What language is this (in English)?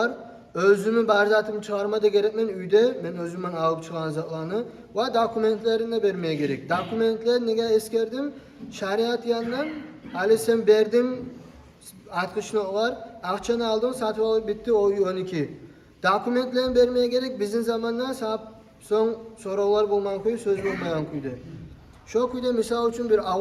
Kumyk